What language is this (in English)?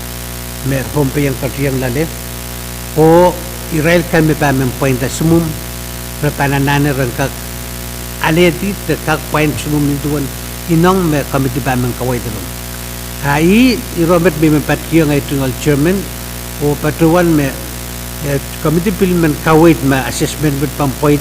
Pohnpeian